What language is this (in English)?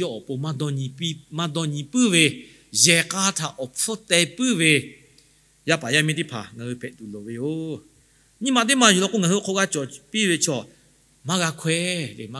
Lahu